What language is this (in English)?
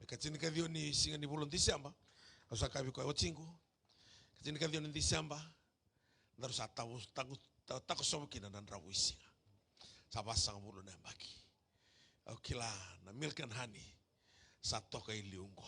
Fijian